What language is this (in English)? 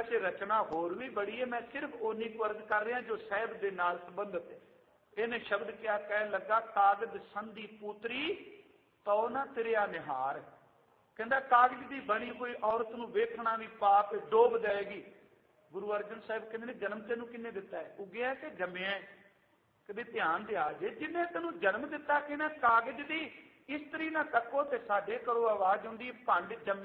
Punjabi